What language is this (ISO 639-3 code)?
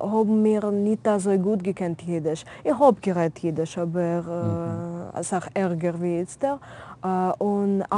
yid